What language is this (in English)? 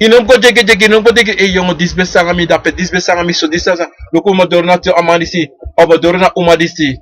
Sranan Tongo